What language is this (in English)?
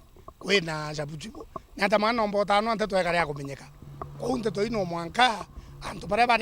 Meru